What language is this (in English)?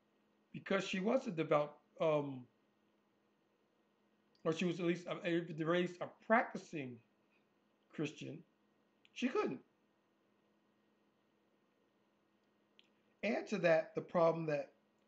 English